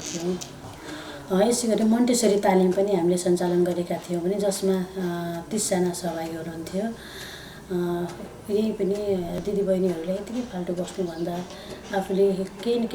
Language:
Nepali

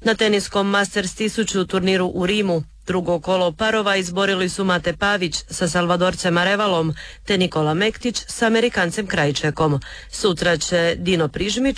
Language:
Croatian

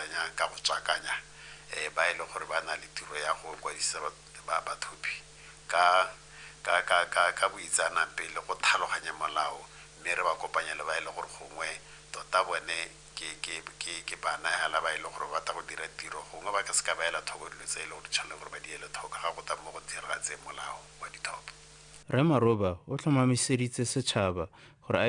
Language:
Tswana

